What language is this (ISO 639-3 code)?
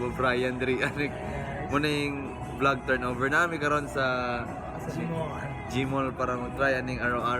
ceb